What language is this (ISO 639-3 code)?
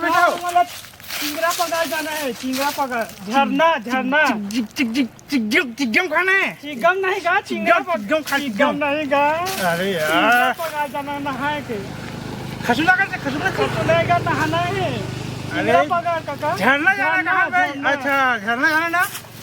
hne